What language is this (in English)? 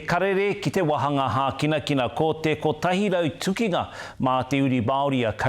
Māori